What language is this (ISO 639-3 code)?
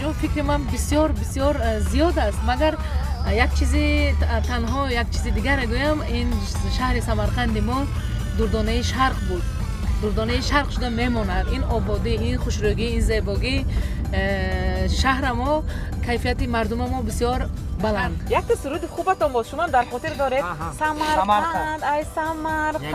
tgk